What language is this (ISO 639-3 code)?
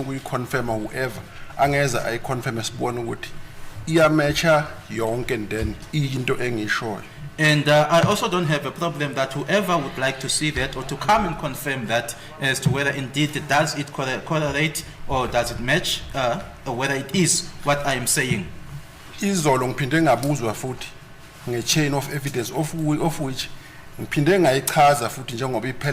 zul